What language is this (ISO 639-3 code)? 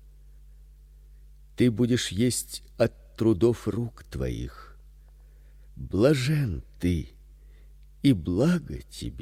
rus